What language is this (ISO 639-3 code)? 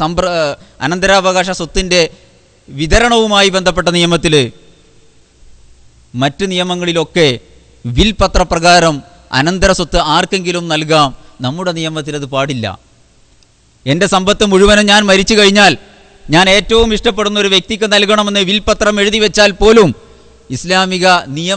mal